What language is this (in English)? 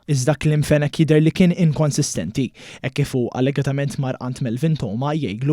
Maltese